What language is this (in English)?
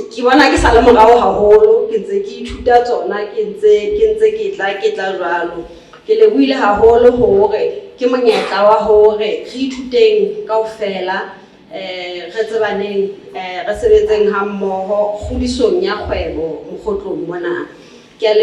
Southern Sotho